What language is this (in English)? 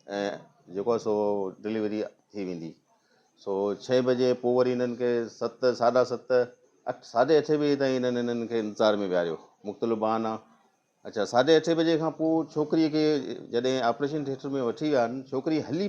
Sindhi